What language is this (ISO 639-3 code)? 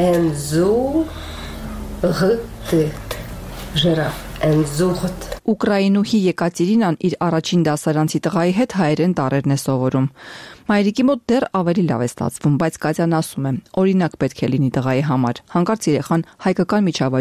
hye